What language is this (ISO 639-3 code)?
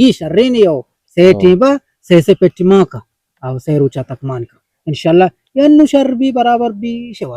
bgp